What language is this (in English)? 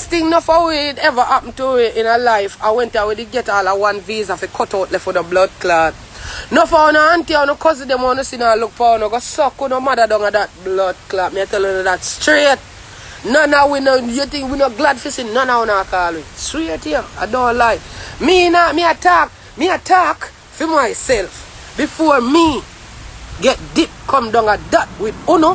Jamaican Creole English